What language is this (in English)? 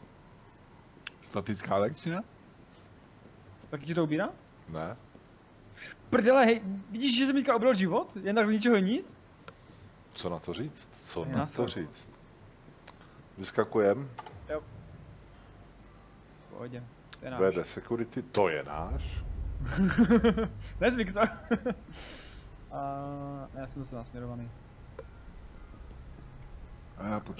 Czech